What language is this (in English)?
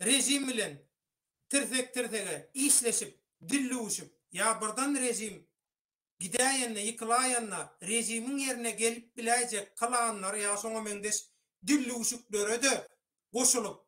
Turkmen